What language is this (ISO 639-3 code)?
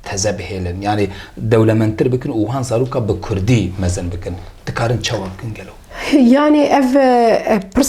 kur